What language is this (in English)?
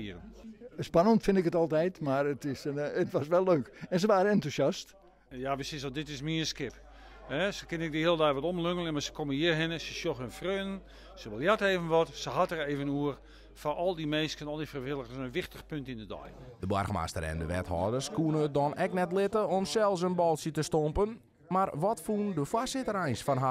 Western Frisian